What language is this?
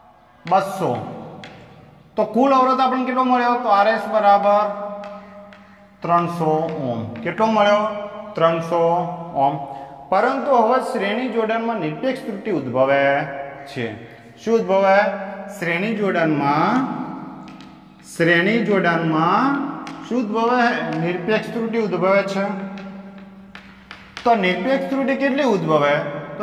Gujarati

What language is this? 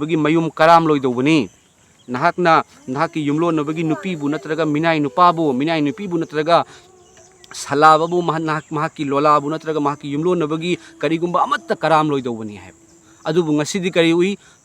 Manipuri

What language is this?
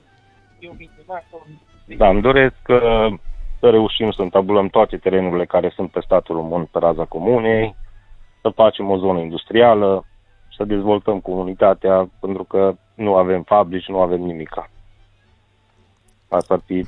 Romanian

